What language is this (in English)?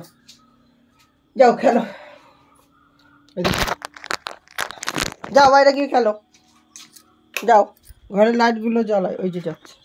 Bangla